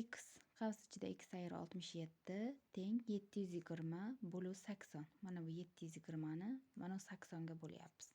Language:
Uzbek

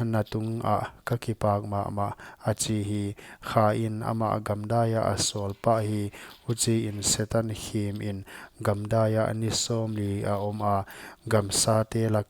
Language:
Paite Chin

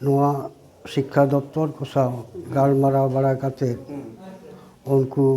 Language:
Santali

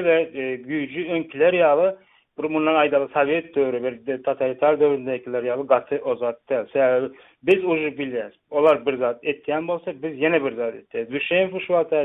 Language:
Turkmen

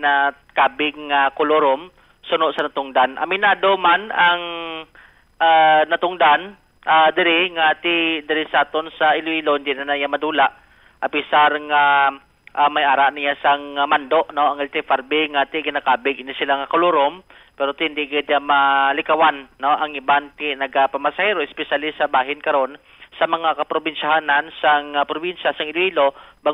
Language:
Hiligaynon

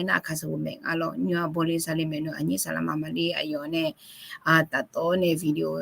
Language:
Akha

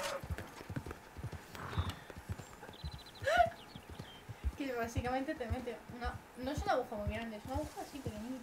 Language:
Spanish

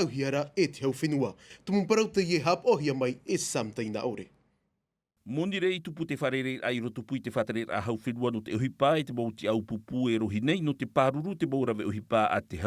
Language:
Tahitian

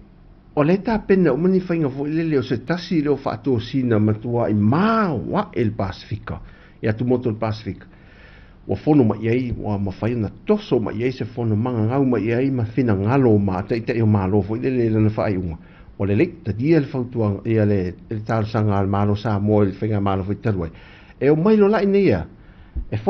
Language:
Samoan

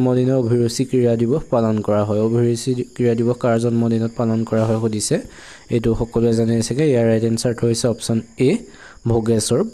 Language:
Assamese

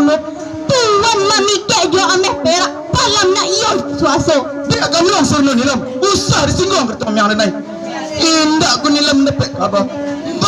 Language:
Minangkabau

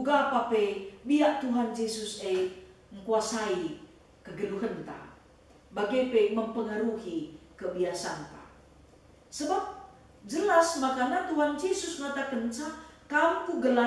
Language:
Batak Karo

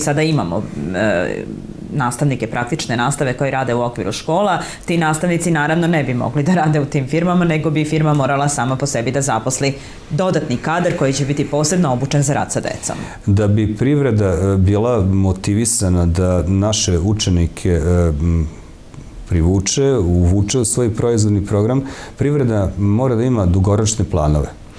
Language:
Serbian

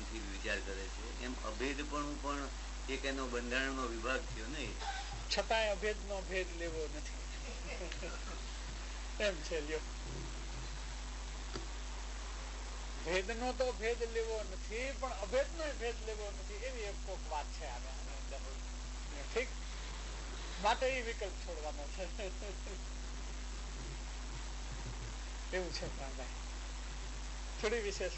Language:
Gujarati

